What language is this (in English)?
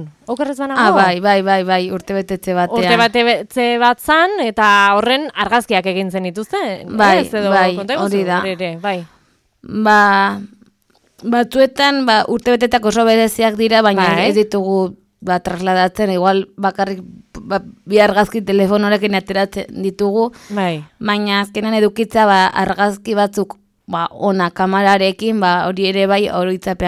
Basque